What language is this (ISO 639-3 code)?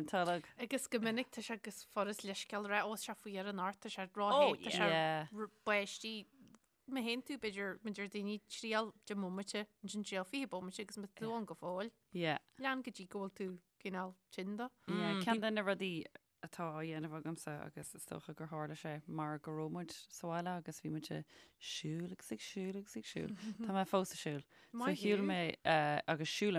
gle